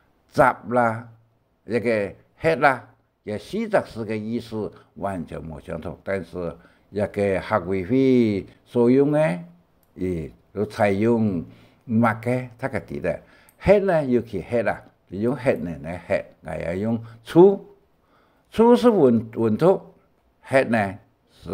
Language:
Hakka Chinese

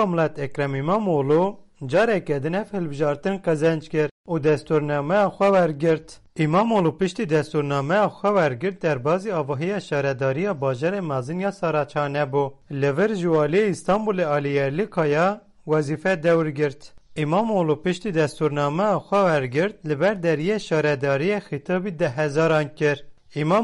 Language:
Kurdish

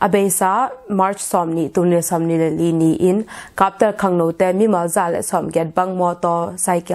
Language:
Tedim Chin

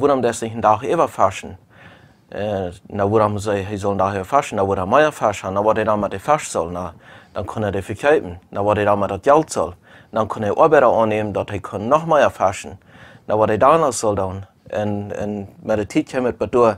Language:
Plautdietsch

